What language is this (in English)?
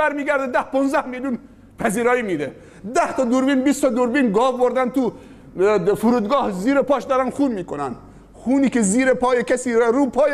Persian